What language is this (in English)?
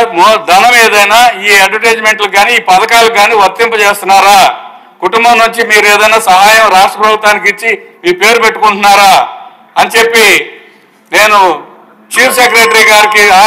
Telugu